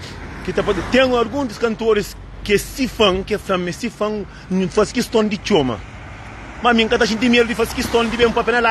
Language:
Kabuverdianu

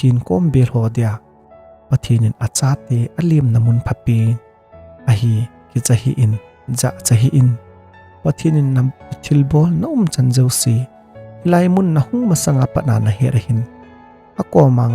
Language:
Thado Chin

